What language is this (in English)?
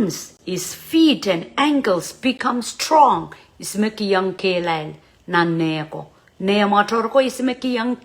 Pohnpeian